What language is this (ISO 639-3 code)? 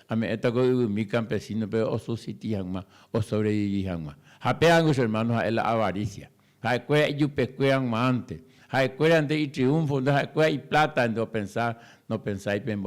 grn